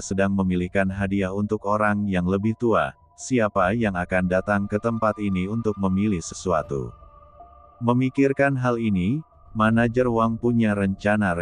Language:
Indonesian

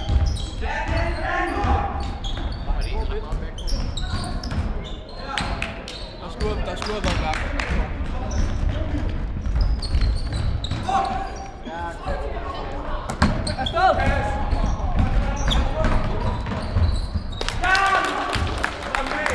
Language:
Danish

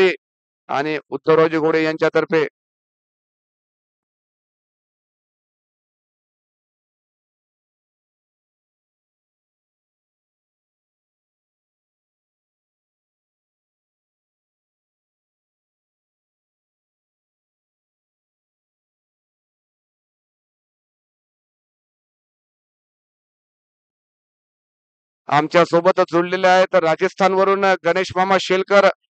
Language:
Marathi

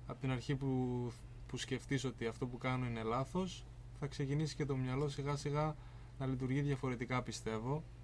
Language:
Greek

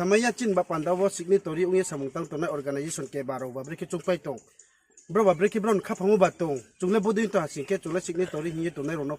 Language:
Riang (India)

